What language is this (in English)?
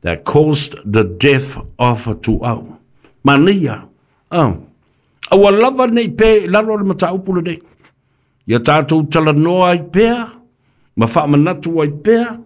Samoan